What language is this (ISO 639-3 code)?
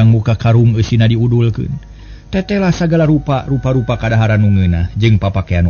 sun